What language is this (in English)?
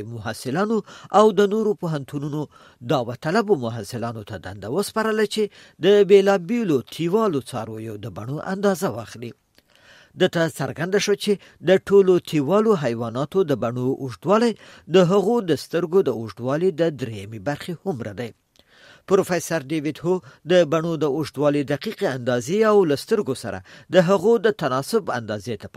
Pashto